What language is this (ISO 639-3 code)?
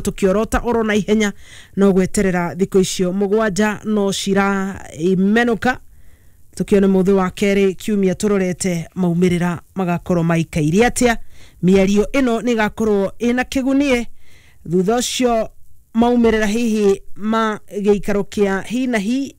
kik